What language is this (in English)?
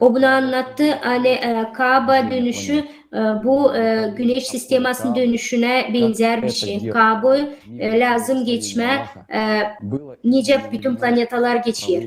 Gagauz